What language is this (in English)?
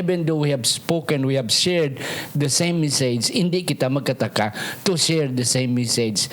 Hiligaynon